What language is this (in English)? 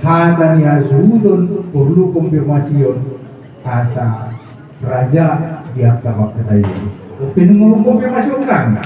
Batak Toba